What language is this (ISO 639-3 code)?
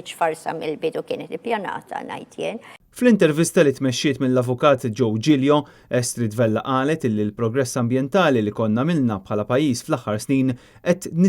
mlt